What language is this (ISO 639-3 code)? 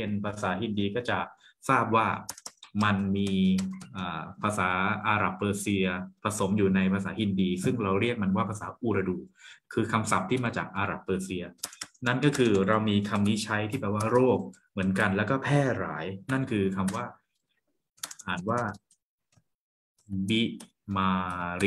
tha